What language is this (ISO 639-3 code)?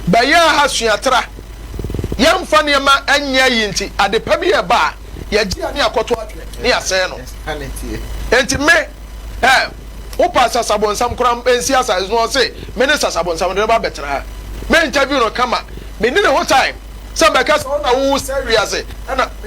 aka